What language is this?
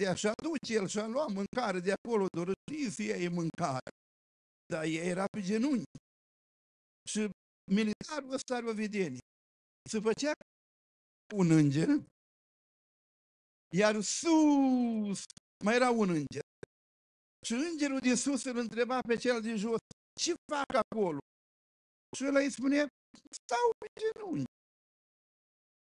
Romanian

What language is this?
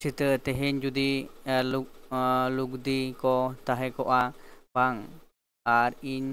Santali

